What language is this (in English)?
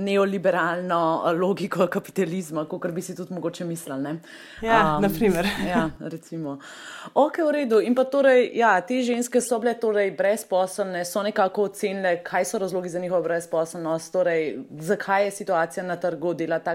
Slovenian